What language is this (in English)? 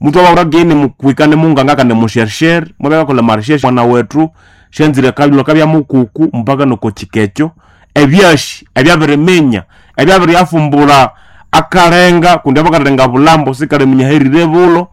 Nande